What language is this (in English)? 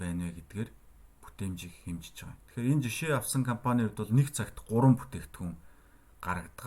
Mongolian